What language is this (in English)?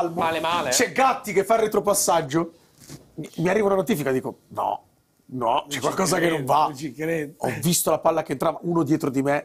Italian